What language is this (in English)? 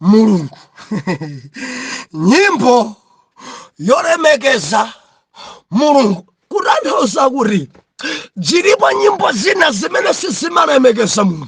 Nyanja